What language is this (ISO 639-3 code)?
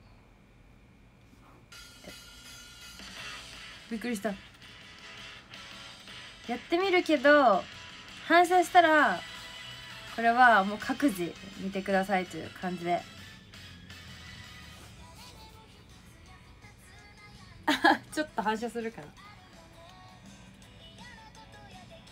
jpn